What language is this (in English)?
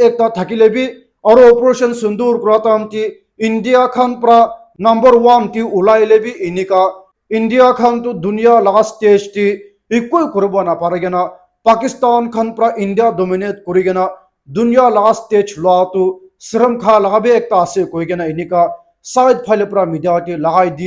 Naga Pidgin